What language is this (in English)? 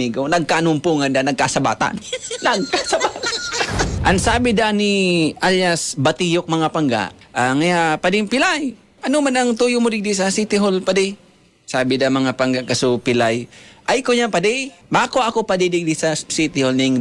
Bikol